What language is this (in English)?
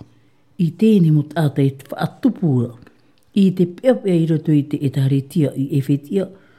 Tahitian